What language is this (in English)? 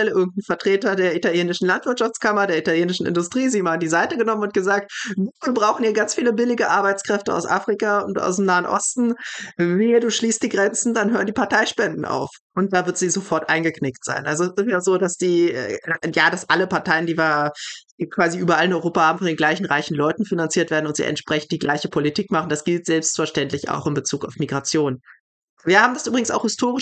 German